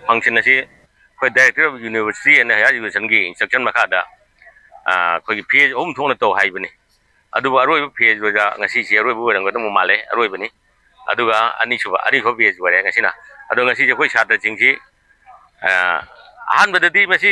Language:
Manipuri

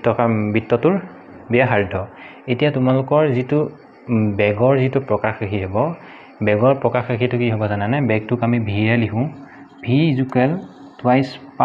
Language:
Assamese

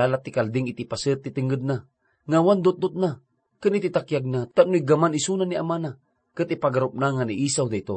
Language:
Iloko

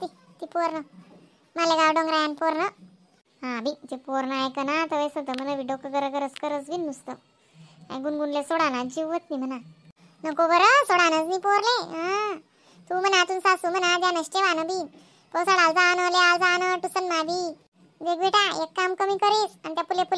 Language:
Khandesi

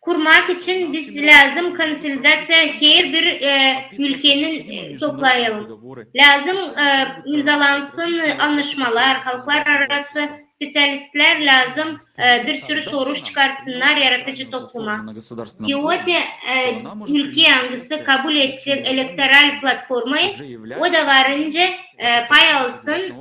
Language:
Gagauz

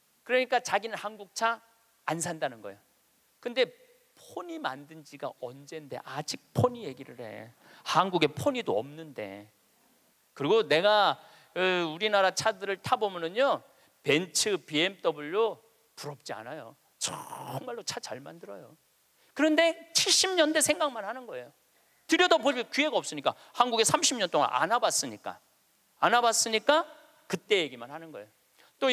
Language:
Korean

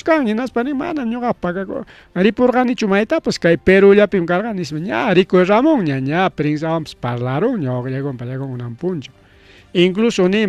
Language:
Ayacucho Quechua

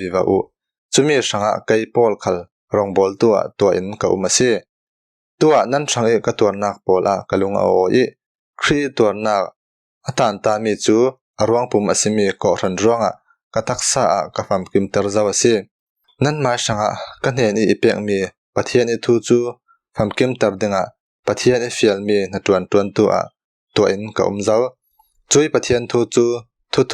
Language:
Falam Chin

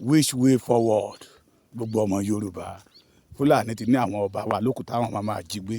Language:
Yoruba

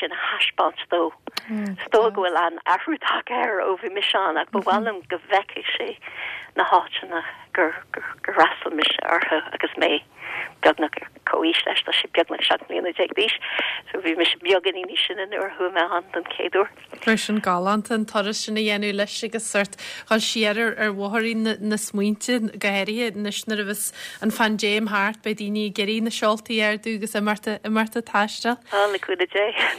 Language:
Irish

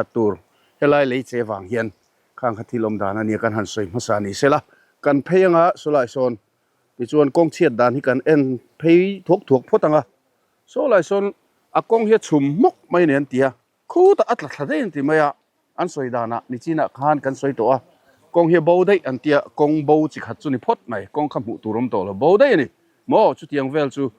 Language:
Mizo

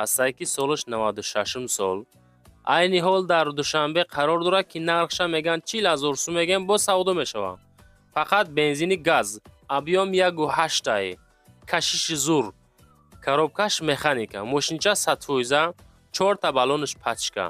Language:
Tajik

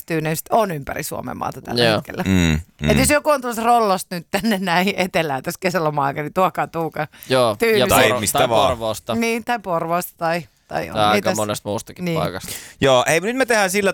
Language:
Finnish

